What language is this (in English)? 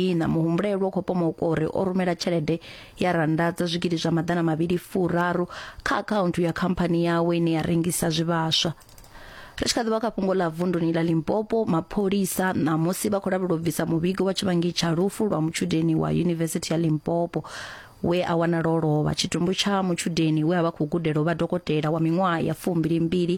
Venda